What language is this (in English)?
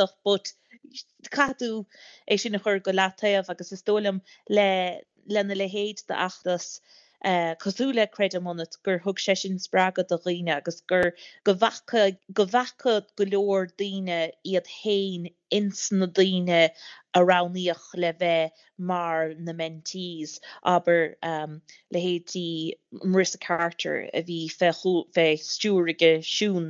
Irish